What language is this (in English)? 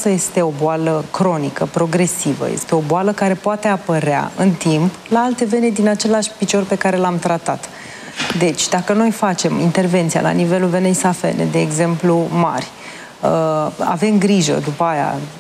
Romanian